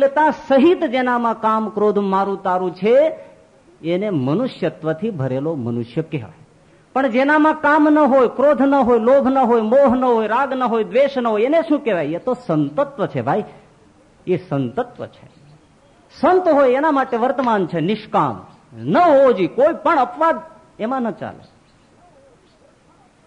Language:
Gujarati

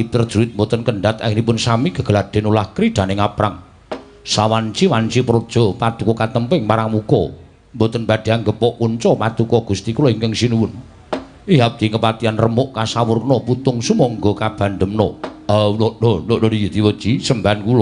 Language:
Javanese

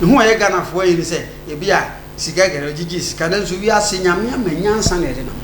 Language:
Akan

